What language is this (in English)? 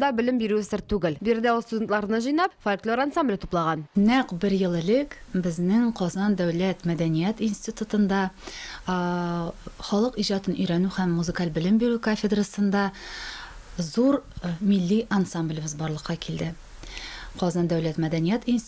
Tatar